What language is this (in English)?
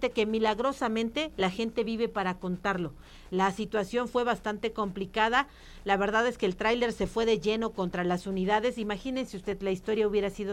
Spanish